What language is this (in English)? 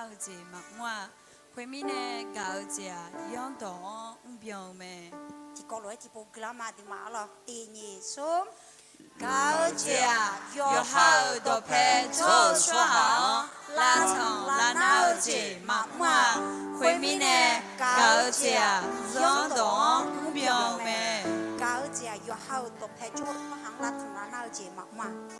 Akha